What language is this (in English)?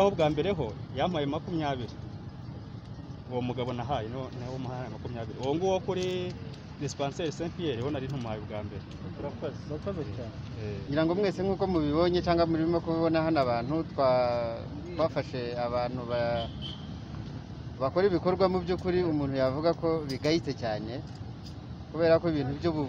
Kinyarwanda